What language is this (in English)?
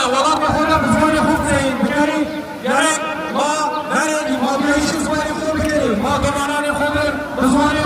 Kurdish